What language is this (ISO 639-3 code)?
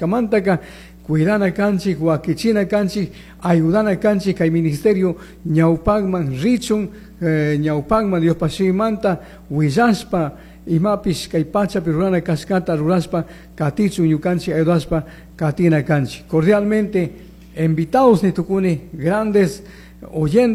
qug